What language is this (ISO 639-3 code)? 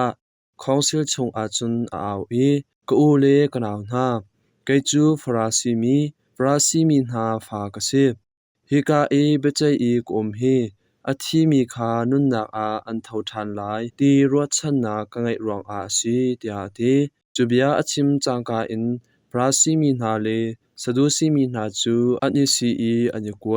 cnh